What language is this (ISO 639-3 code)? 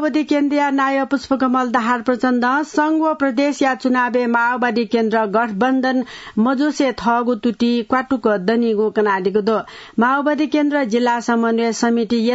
new